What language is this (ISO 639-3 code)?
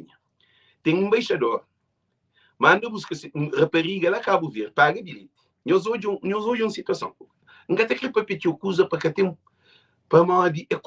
kea